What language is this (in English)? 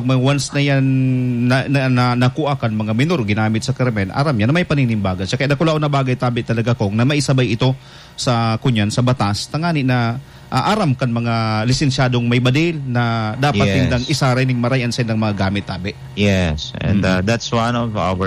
Bikol